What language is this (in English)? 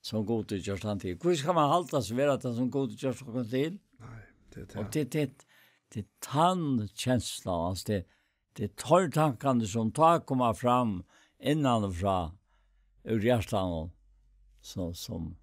Faroese